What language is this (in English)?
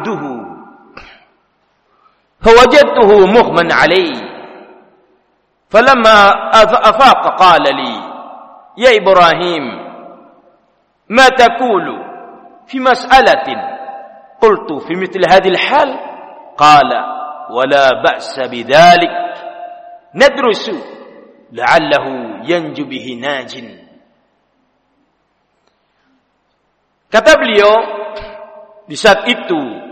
Indonesian